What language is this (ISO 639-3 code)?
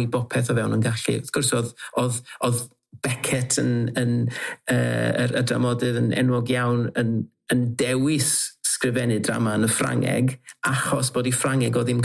cym